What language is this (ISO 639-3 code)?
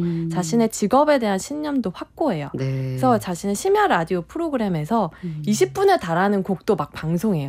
kor